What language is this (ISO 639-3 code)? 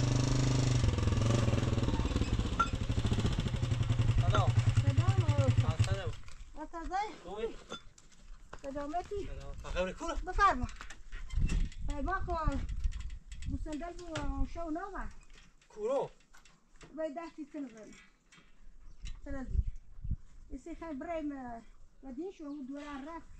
fas